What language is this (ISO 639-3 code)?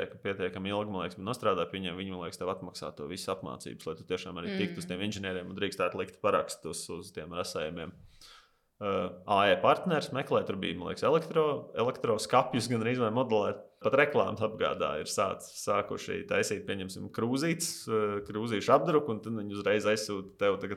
lav